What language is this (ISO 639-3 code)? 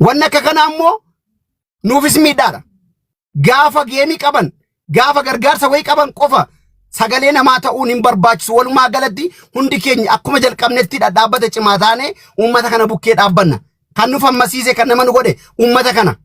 orm